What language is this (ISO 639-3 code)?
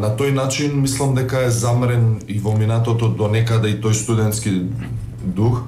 mkd